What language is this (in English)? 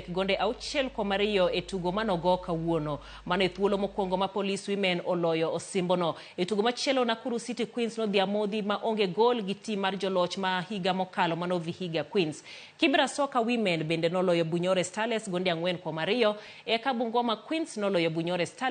Luo (Kenya and Tanzania)